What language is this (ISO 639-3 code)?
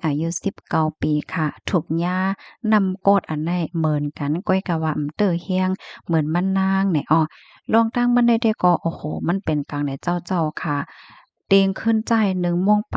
shn